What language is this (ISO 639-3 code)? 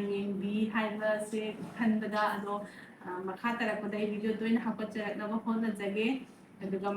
mni